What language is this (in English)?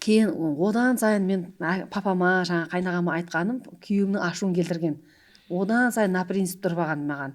Kara-Kalpak